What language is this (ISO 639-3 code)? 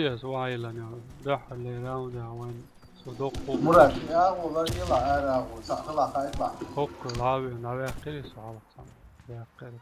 che